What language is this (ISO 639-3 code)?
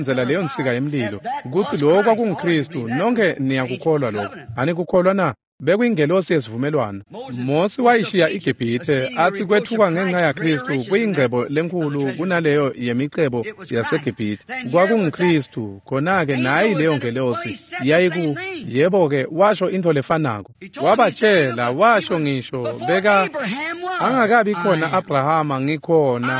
ssw